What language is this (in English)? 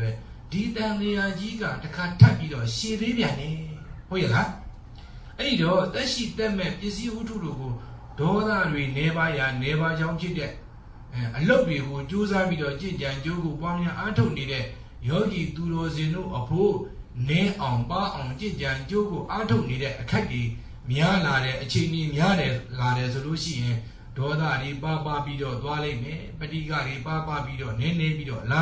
Burmese